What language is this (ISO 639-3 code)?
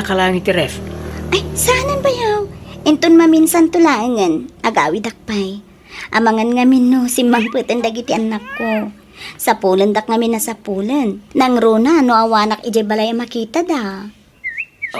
ilo